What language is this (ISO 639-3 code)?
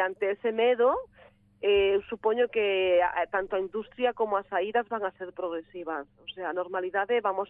glg